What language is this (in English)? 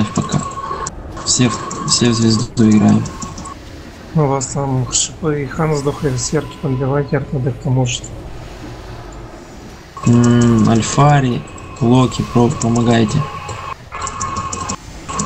Russian